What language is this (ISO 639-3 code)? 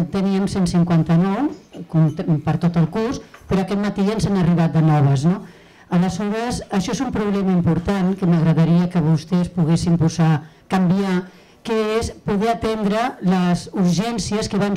cat